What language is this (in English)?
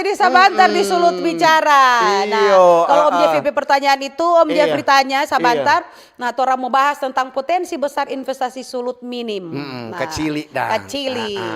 Manado Malay